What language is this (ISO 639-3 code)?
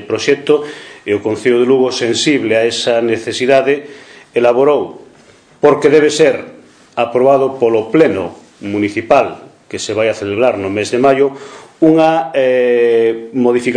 glg